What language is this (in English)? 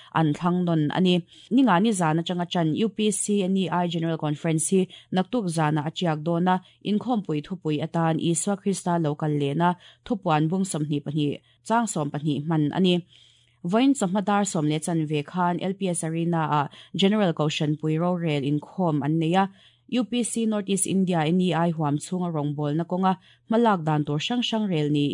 Mizo